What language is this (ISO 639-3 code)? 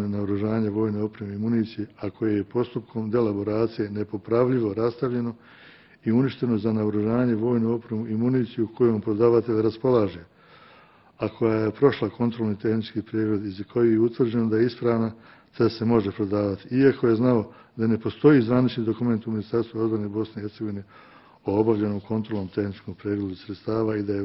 bos